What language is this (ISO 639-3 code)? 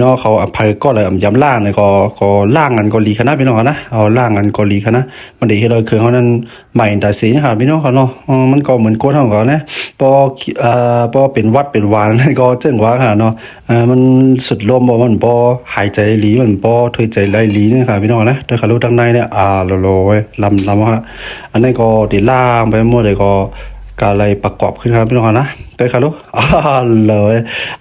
shn